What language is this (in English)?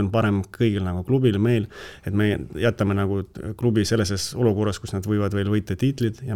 Estonian